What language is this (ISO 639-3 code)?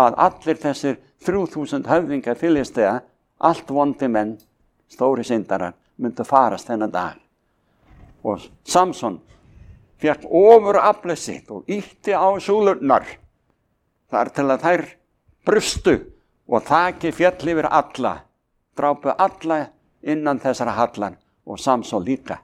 isl